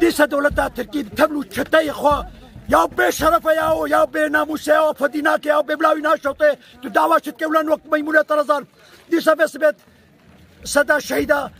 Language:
Kurdish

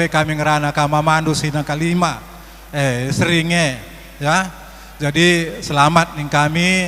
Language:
Batak Karo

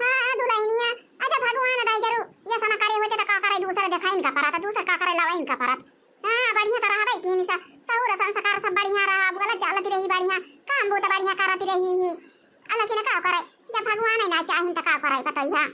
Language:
Awadhi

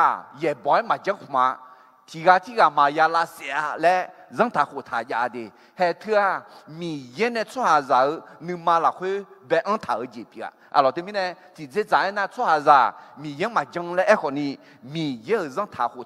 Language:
Akha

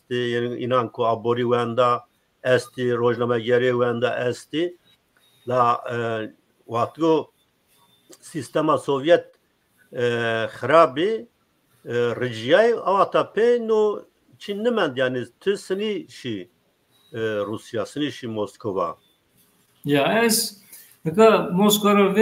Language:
Zaza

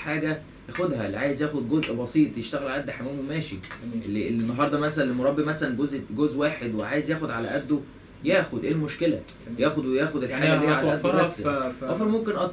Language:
Egyptian Arabic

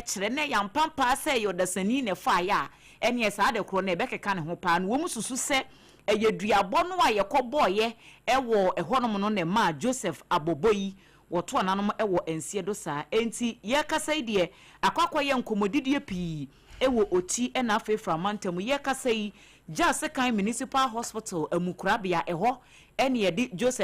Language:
Akan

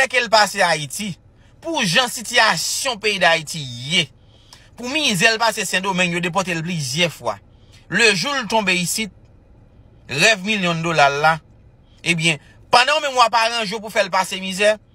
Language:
Haitian Creole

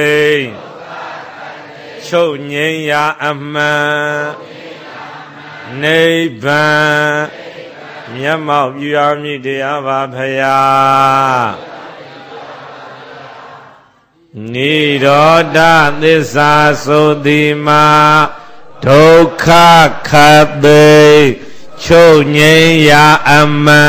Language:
Burmese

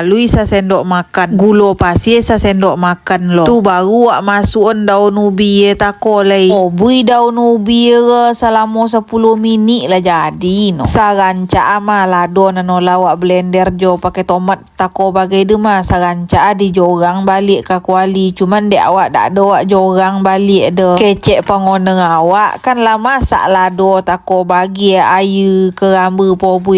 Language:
Minangkabau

